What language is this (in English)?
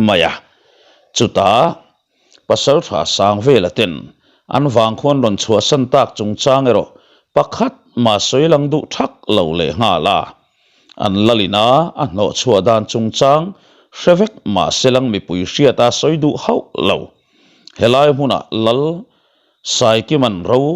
Mizo